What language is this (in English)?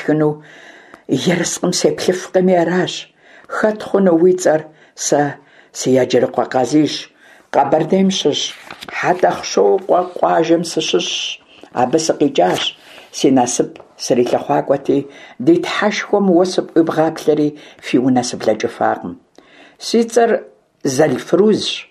Kabardian